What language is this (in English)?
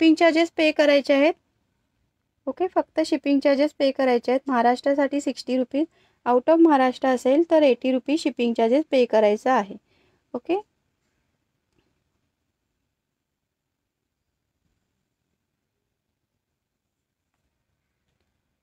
Marathi